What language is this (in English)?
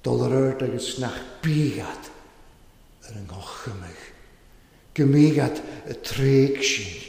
Welsh